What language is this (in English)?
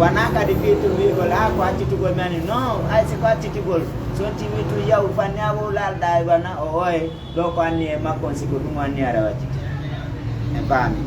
Fula